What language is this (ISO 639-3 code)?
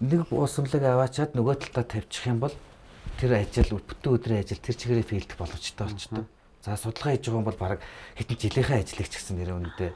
mon